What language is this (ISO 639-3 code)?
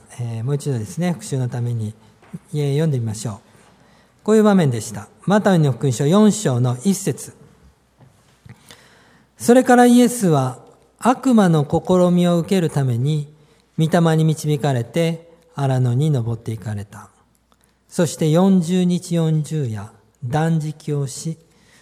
jpn